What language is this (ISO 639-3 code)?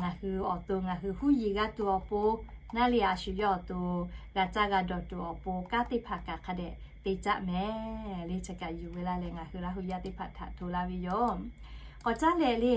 lhu